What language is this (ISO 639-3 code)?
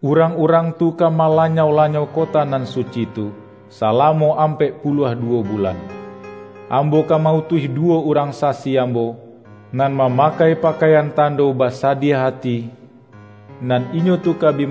min